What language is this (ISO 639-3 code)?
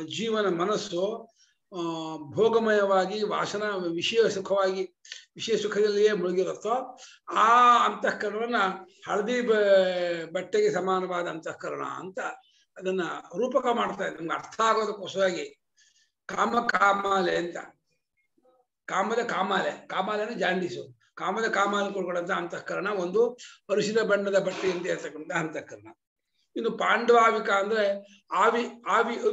kan